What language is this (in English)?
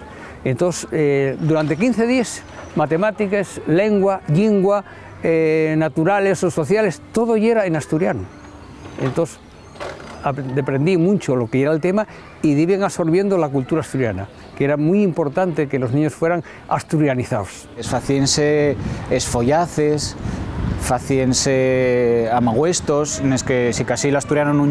Asturian